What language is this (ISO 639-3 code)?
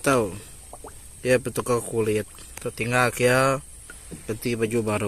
iba